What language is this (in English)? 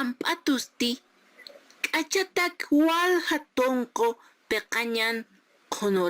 Aymara